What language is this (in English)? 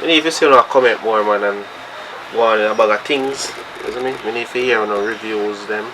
Jamaican Creole English